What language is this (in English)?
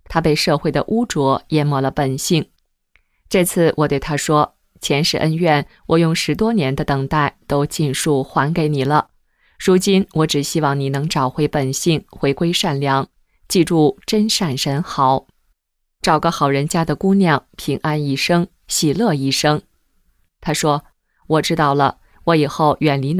Chinese